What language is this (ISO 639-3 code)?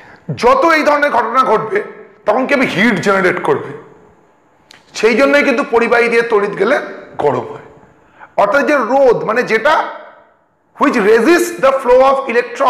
ben